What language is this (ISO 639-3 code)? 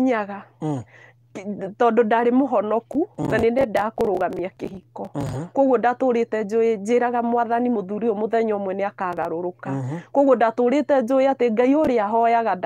kik